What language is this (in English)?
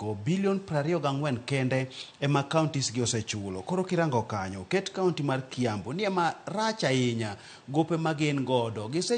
Luo (Kenya and Tanzania)